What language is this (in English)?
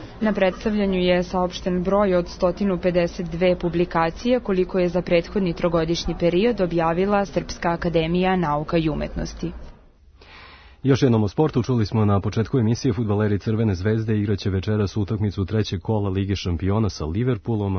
Serbian